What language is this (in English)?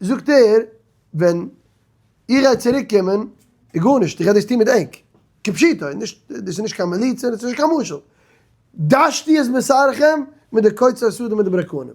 Yiddish